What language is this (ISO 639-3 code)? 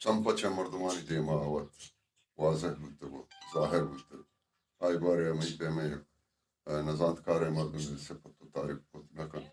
bal